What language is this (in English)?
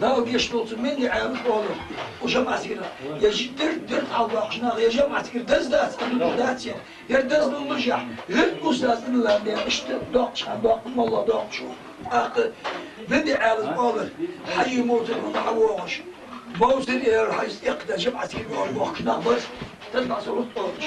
Chechen